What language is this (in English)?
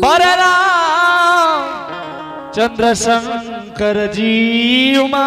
Angika